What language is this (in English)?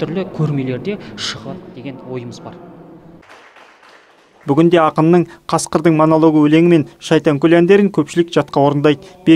Kazakh